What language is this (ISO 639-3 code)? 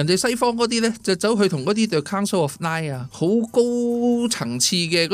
yue